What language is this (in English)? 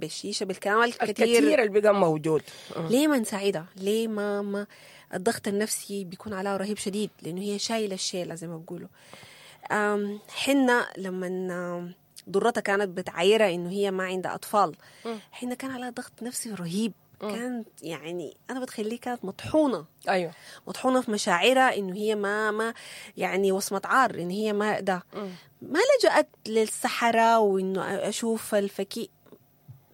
Sudanese Arabic